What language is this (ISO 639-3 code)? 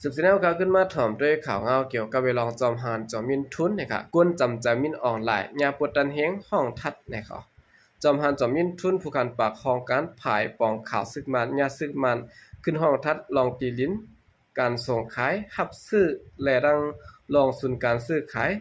shn